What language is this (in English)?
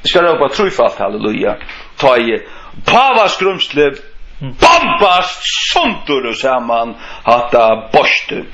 Faroese